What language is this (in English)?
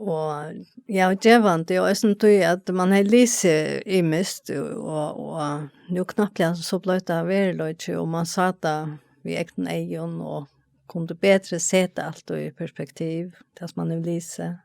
Faroese